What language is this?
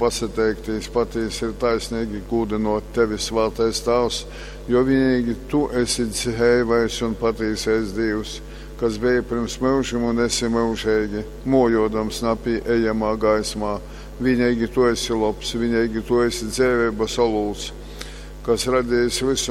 Latgalian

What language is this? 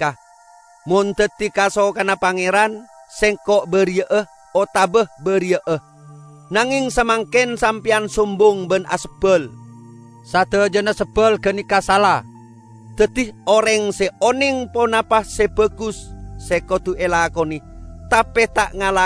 Madurese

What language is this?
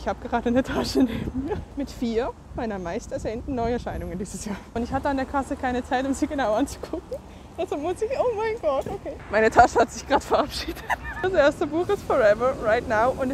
German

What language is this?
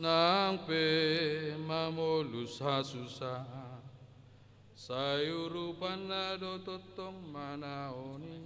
Batak Toba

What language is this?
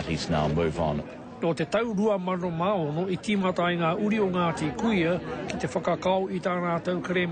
Māori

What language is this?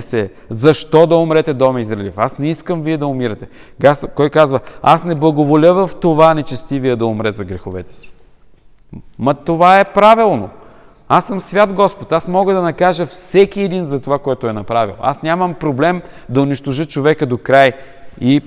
Bulgarian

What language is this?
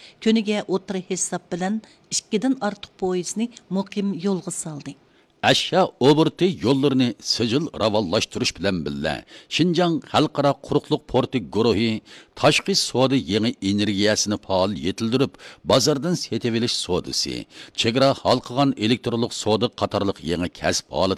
Uyghur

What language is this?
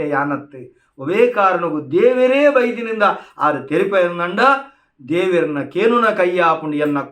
Tulu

